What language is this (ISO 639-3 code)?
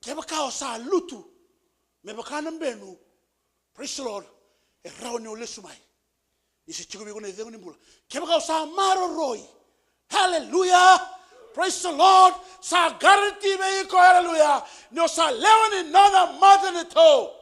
fij